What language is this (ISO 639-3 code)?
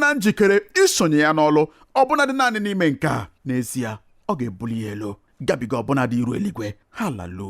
ibo